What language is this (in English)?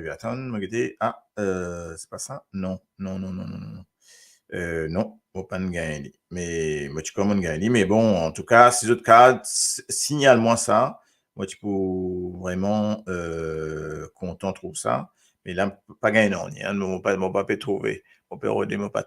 Morisyen